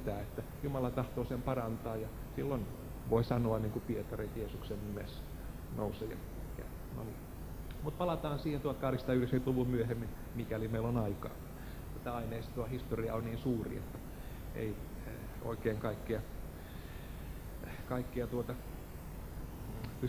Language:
Finnish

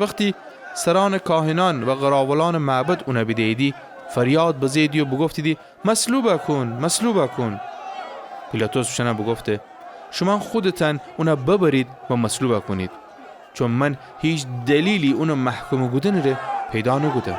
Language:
Gilaki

